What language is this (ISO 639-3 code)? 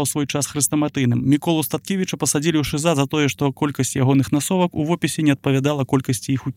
bel